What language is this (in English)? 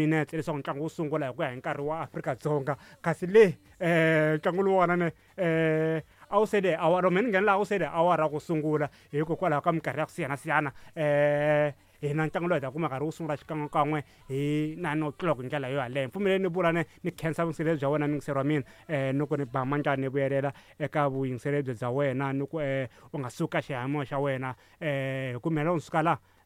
Tsonga